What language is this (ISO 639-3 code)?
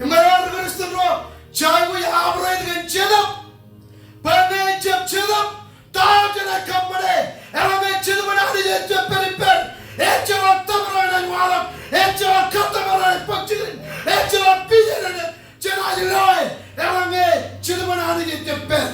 mah